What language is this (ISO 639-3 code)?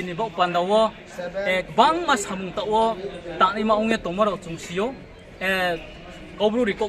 ria